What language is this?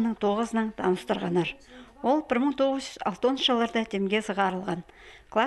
Khakas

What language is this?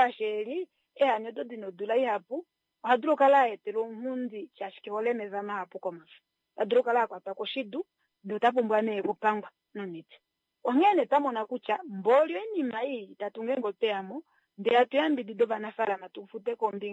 Kuanyama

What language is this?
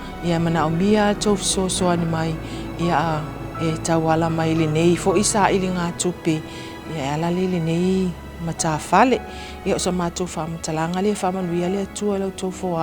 Samoan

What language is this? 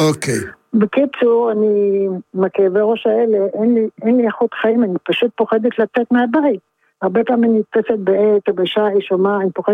Hebrew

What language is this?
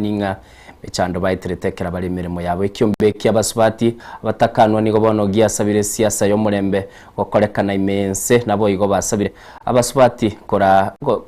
Gusii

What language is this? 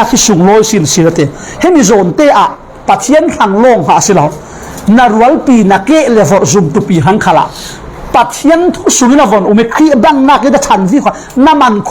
Falam Chin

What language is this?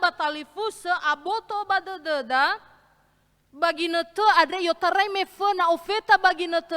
Nias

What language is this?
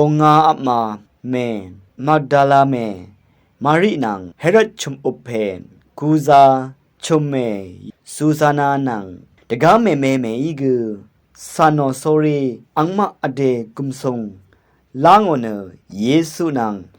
Rawang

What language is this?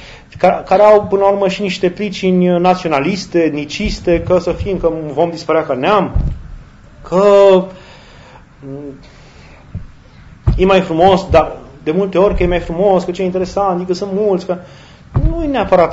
Romanian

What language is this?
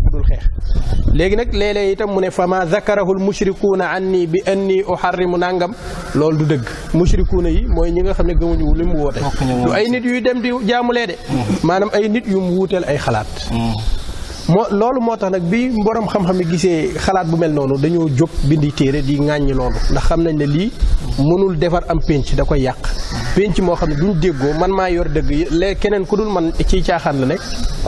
Wolof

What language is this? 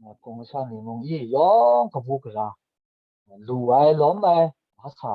Kachin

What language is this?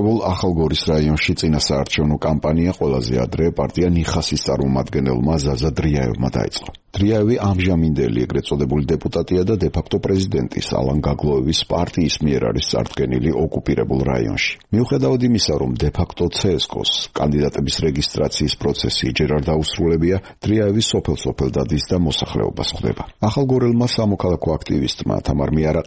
Georgian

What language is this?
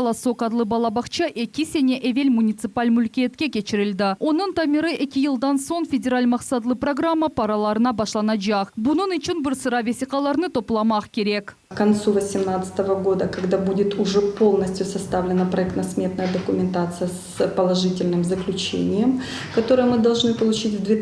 Crimean Tatar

